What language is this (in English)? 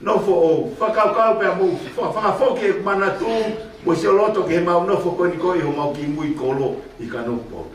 Tongan